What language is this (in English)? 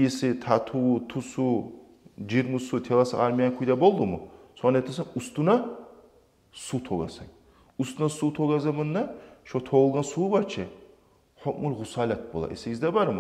Kumyk